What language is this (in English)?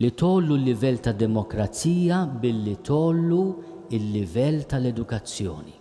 Maltese